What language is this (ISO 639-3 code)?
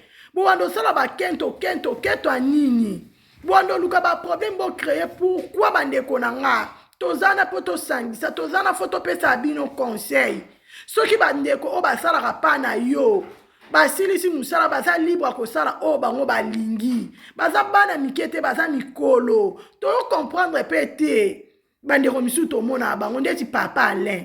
lin